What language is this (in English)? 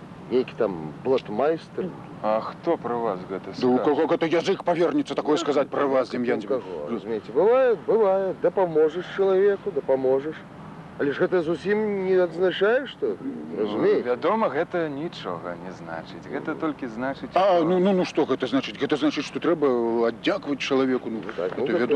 Belarusian